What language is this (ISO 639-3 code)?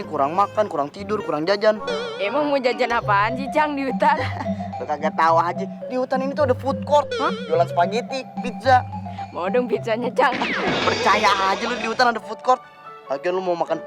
bew